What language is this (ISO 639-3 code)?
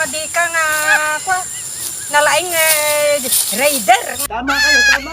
ilo